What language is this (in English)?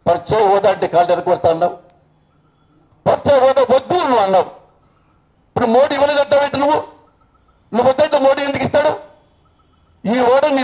Telugu